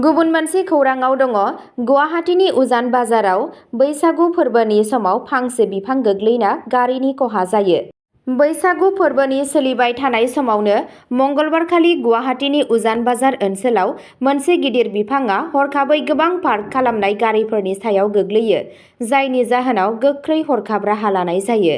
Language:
Bodo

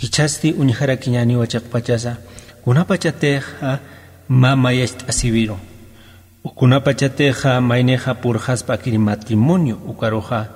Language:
Aymara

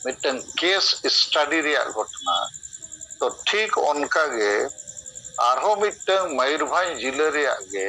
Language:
Santali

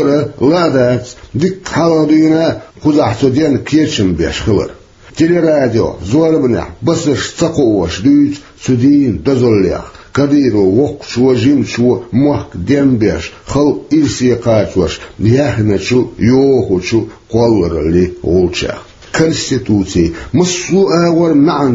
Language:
Chechen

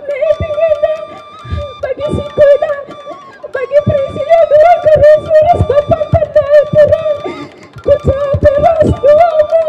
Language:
Batak Karo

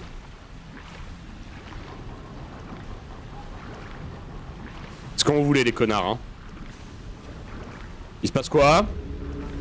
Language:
French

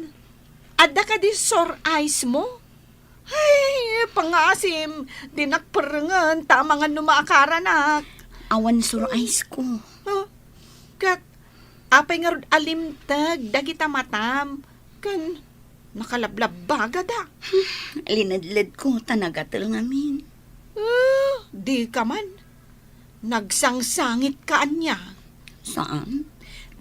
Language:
Iloko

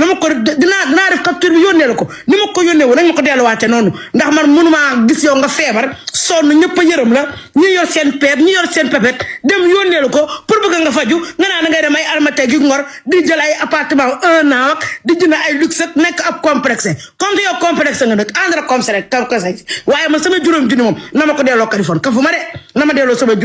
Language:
Wolof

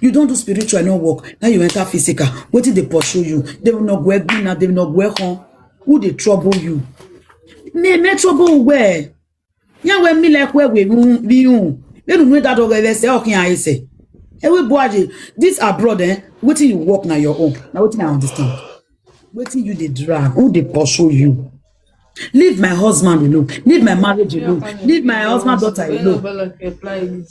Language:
Nigerian Pidgin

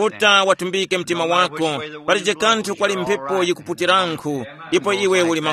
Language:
Tumbuka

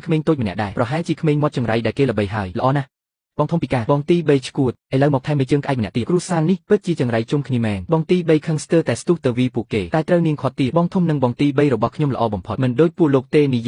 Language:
Khmer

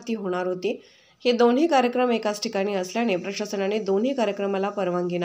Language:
Marathi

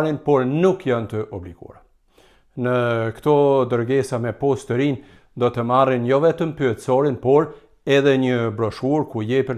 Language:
Albanian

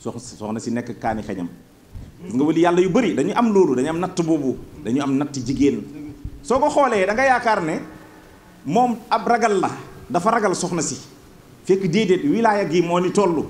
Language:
Wolof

